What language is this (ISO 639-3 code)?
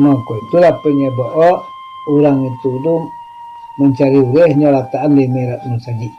min